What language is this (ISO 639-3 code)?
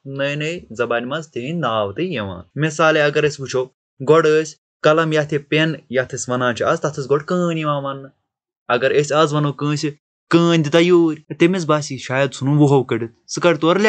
kas